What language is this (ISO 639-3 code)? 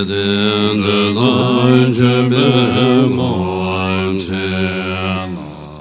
bod